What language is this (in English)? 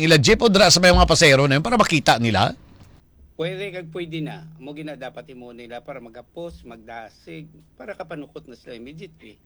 Hiligaynon